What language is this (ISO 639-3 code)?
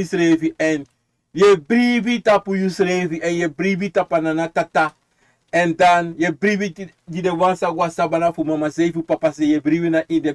srn